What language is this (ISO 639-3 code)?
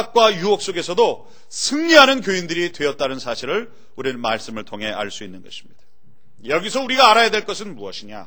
kor